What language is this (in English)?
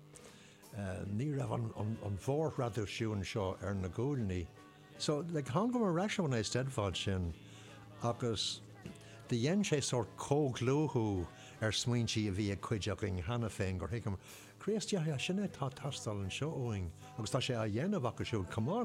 Irish